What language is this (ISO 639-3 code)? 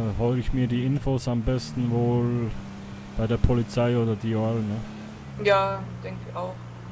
gsw